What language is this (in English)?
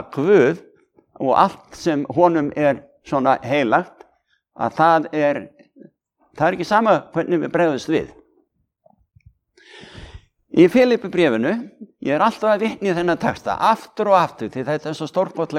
Icelandic